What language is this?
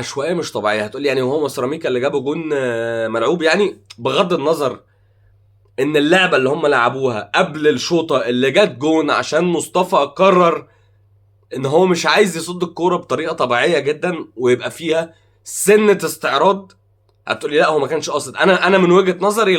Egyptian Arabic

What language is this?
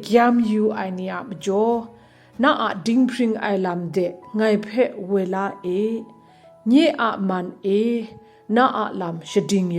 Kachin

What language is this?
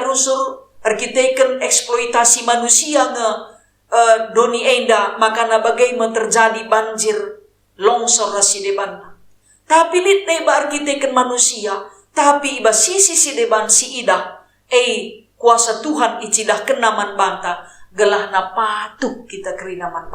Batak Karo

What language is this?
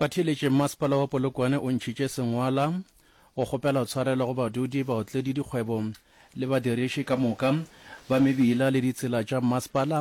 Northern Sotho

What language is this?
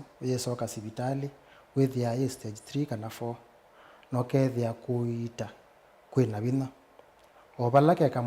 Kamba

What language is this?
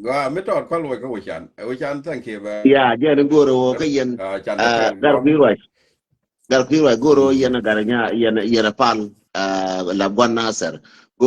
Nuer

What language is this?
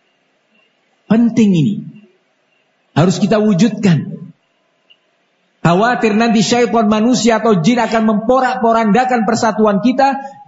Indonesian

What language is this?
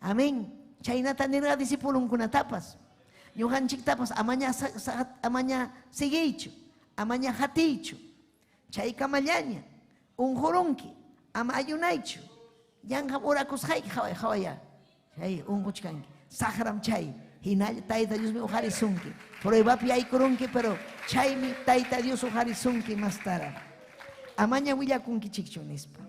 Ayacucho Quechua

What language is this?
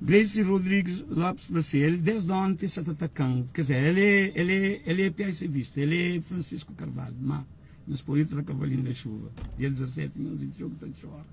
Kabuverdianu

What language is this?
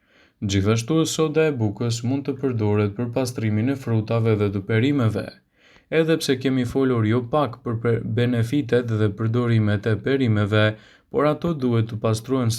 Albanian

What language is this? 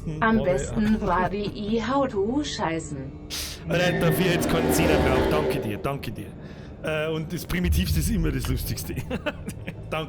Bavarian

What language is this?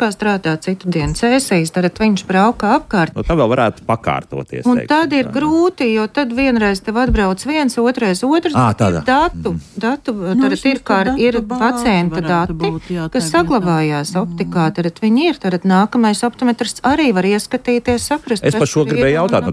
Latvian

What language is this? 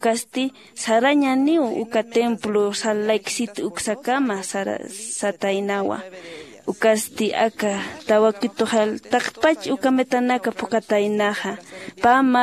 Aymara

